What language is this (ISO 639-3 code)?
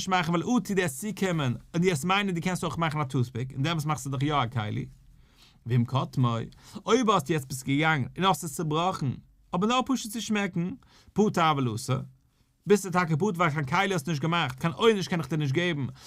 yid